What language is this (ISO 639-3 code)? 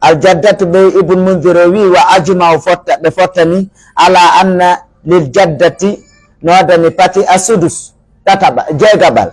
fuf